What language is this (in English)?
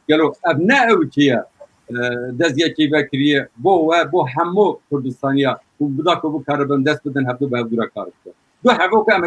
Kurdish